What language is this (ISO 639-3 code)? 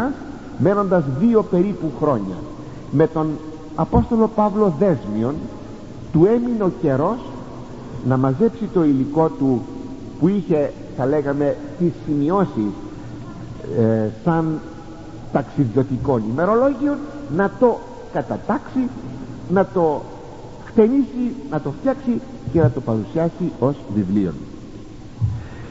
ell